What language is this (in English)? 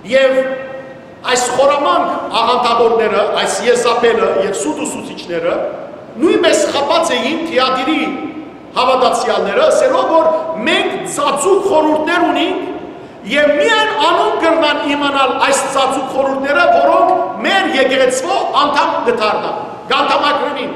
Western Armenian